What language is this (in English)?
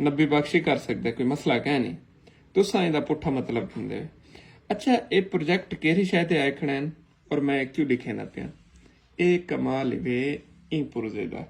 Saraiki